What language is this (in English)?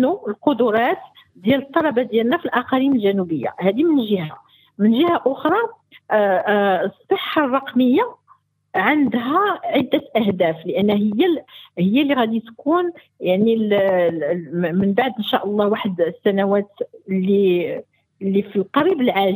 Moroccan Arabic